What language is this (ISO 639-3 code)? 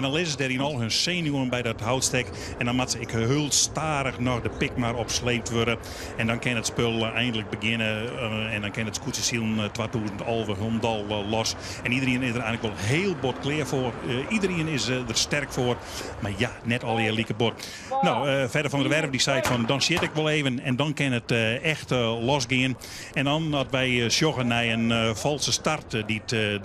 fry